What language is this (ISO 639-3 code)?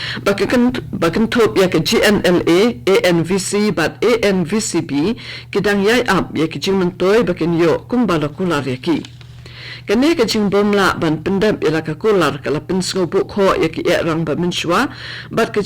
kha